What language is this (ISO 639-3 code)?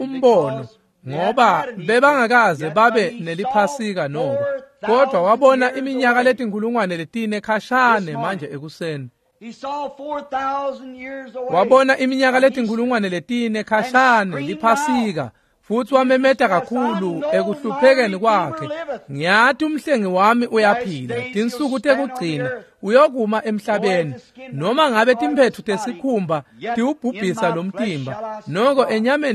ssw